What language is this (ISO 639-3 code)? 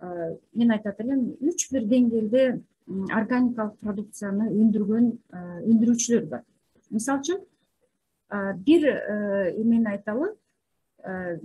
kir